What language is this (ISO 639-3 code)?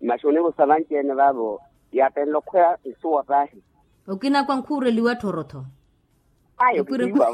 vmw